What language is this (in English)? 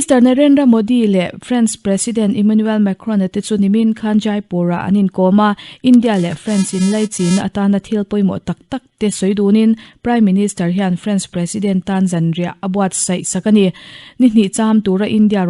Mizo